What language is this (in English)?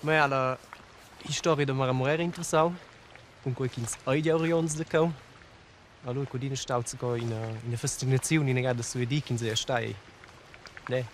Romansh